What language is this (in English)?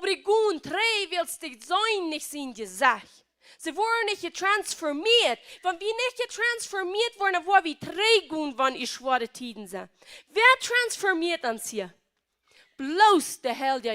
Plautdietsch